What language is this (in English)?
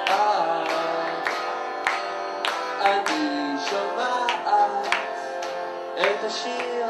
Hebrew